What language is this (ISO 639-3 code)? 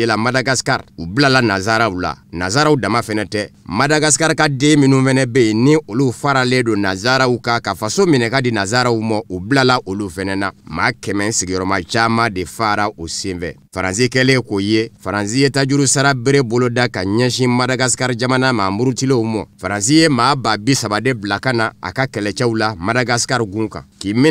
bam